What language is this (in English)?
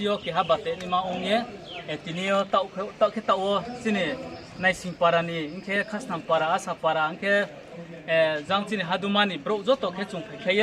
Riang (India)